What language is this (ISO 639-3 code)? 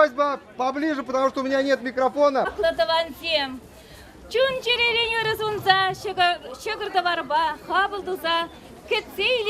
chv